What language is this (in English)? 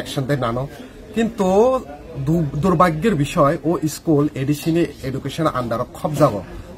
Kok Borok